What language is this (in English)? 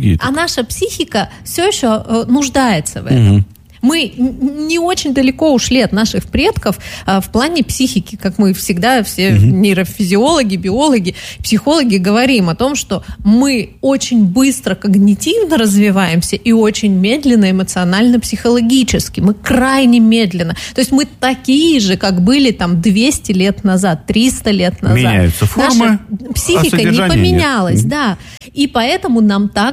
Russian